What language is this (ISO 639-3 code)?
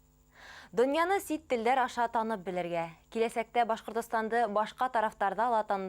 bak